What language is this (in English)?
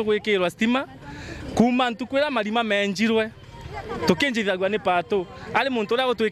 Meru